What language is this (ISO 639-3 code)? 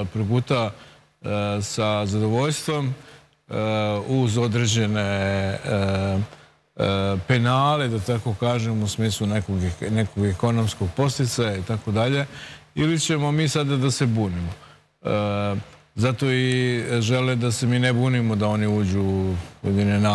srp